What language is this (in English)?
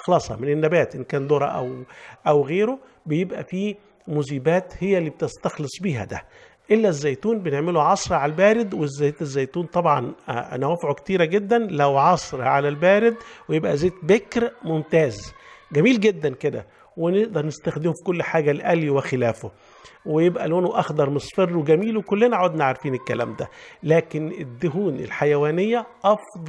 Egyptian Arabic